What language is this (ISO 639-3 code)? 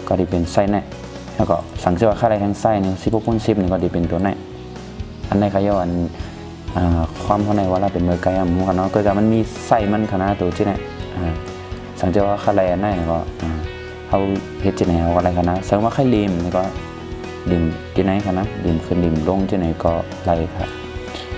shn